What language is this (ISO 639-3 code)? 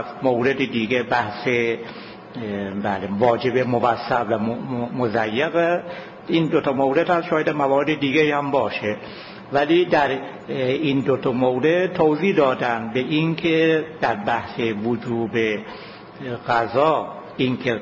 fas